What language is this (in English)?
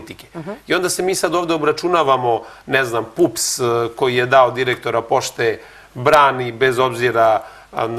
Serbian